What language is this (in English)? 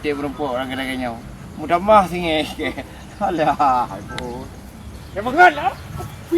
Achinese